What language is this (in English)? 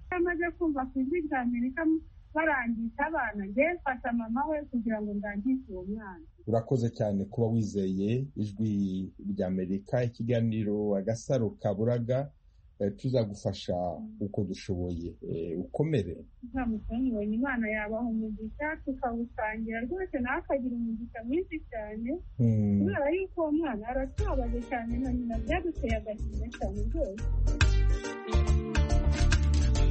Kinyarwanda